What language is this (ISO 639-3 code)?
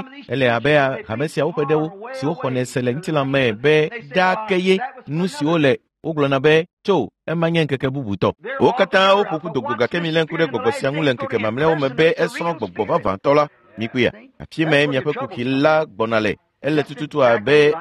ewe